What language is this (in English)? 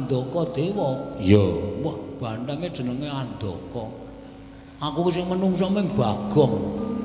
Javanese